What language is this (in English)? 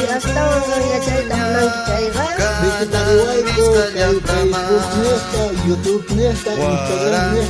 South Bolivian Quechua